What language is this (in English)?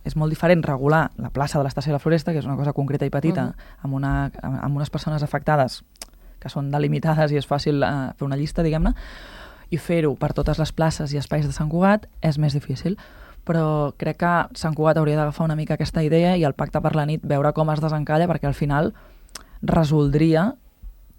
Catalan